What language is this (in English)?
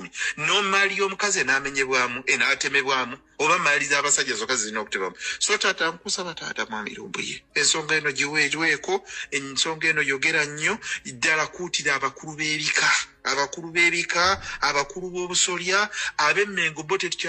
Ganda